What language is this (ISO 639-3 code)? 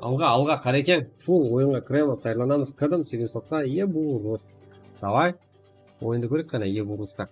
kaa